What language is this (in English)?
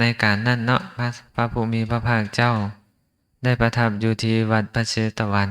Lao